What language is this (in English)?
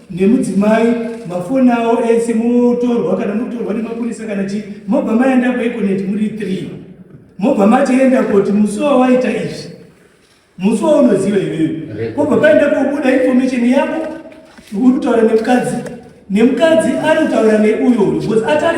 Shona